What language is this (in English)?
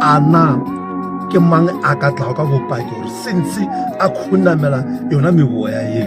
Northern Sotho